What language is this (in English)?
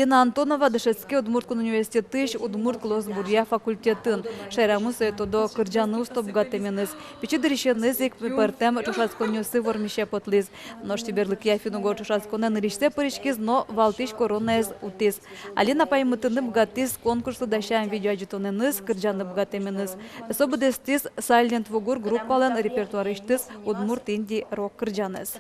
Udmurt